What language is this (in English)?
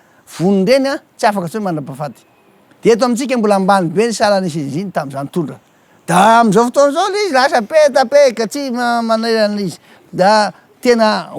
Malagasy